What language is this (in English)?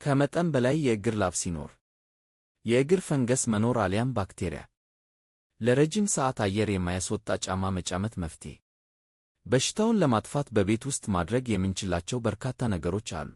Amharic